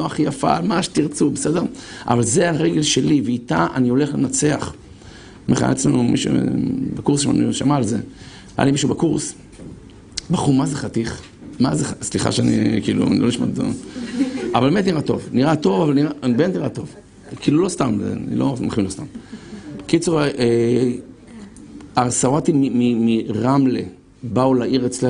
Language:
Hebrew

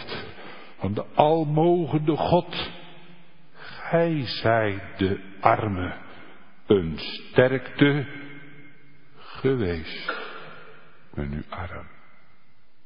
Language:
Dutch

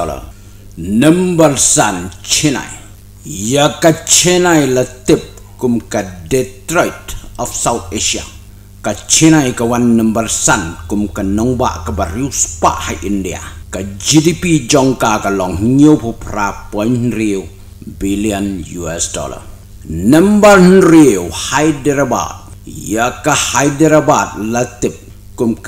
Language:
Khasi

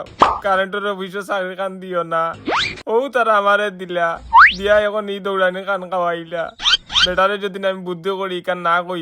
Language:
Sylheti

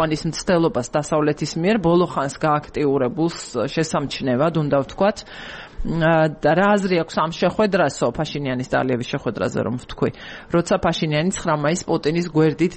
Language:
Georgian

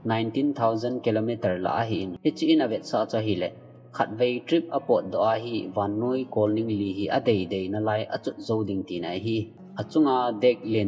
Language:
Thado Chin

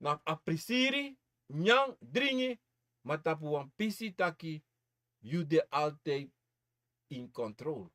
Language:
Sranan Tongo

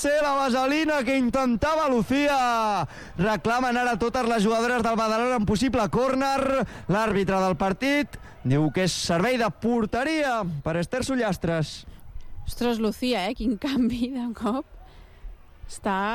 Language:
Catalan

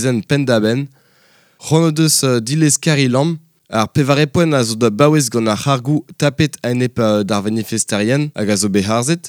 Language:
Breton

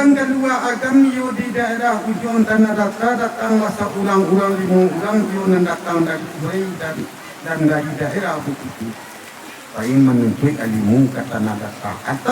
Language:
Minangkabau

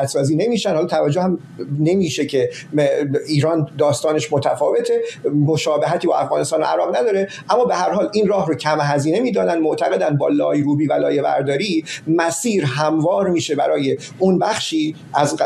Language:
Persian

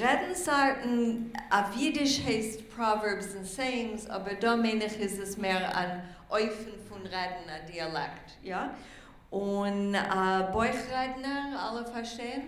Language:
Yiddish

